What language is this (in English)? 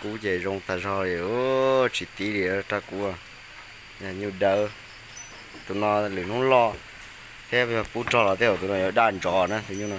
Hmong